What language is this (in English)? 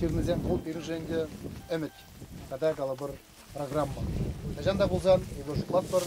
Chuvash